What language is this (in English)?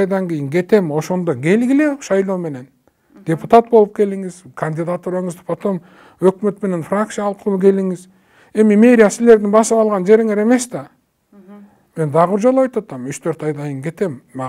Kyrgyz